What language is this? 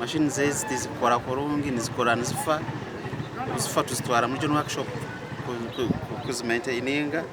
Nyankole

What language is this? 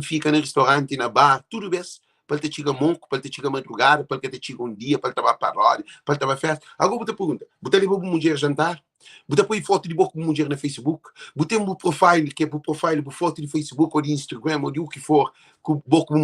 Kabuverdianu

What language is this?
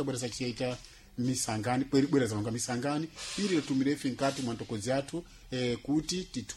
Sena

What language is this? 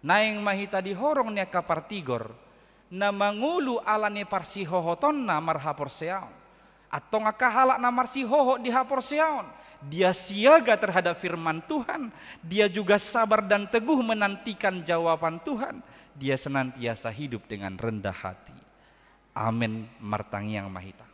Batak Toba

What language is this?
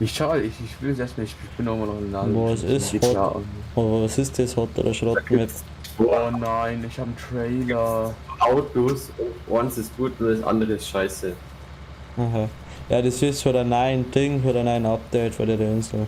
Bavarian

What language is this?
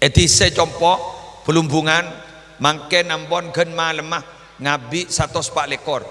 Madurese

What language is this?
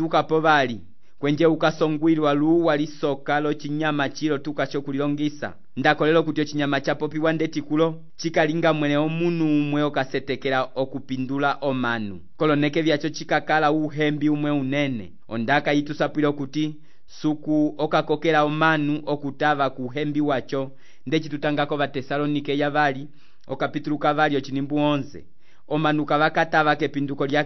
Umbundu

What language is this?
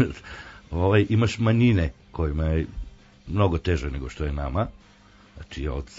Serbian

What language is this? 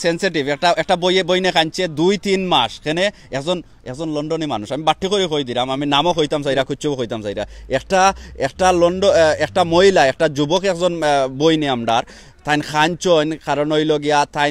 Sylheti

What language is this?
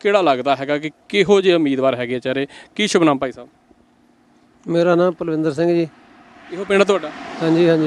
Punjabi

